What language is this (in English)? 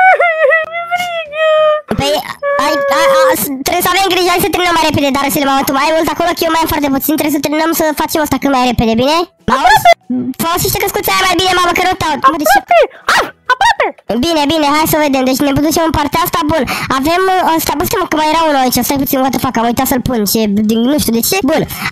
Romanian